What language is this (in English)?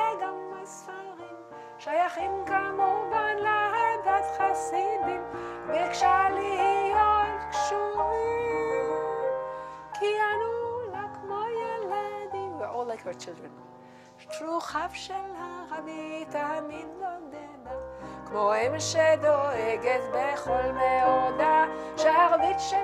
Hebrew